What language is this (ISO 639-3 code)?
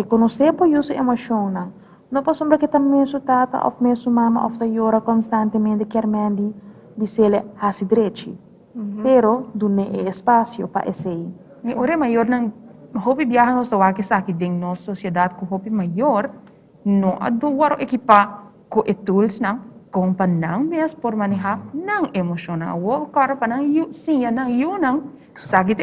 pap